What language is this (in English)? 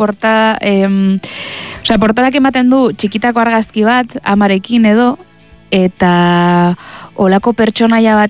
Basque